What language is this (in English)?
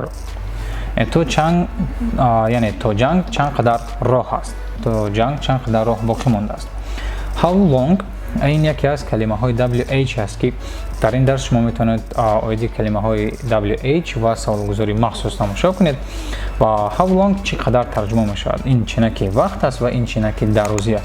Tajik